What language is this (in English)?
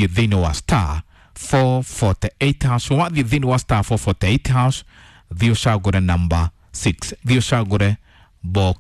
Kikuyu